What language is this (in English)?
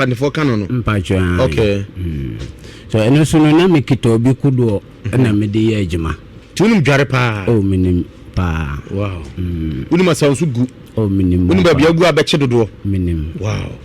Akan